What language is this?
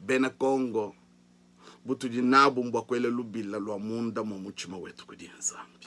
Luba-Lulua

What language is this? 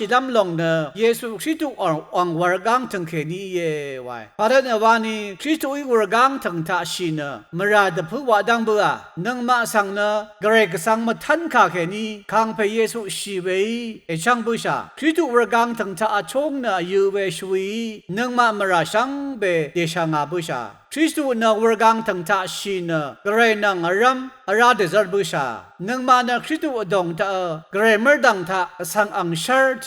Rawang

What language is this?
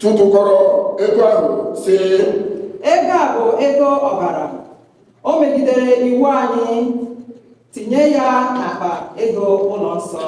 Igbo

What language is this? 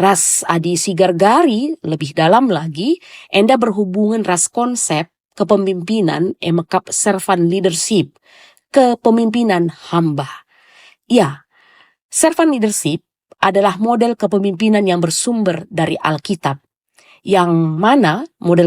Batak Karo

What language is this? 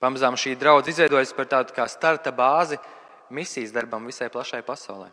Latvian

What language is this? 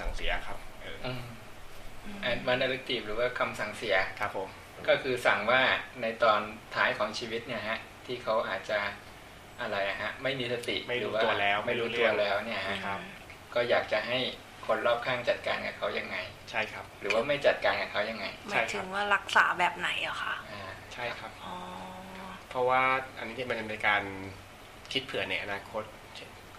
Thai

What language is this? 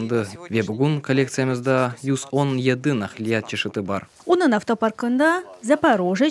Crimean Tatar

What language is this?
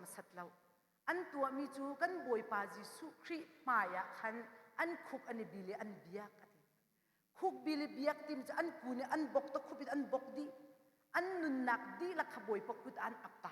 Hakha Chin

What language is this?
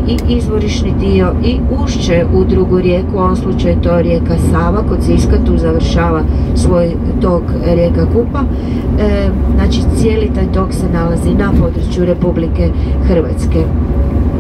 Croatian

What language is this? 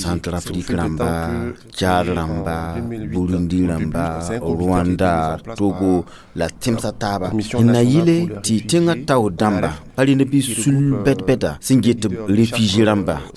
Mossi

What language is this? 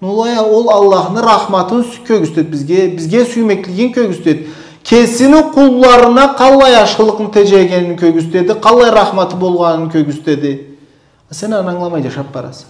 Karachay-Balkar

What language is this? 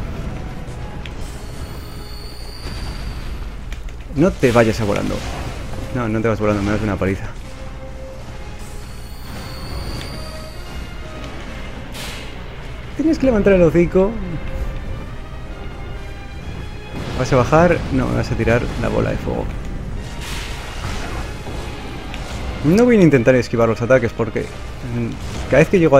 Spanish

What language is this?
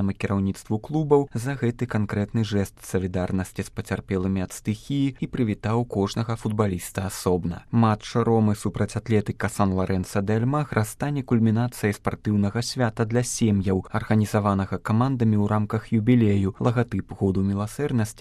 Belarusian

